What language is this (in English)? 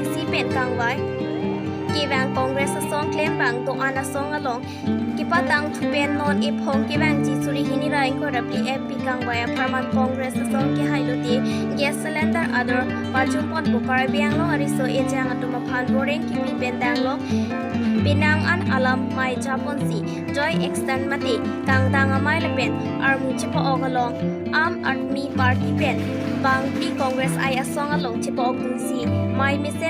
Karbi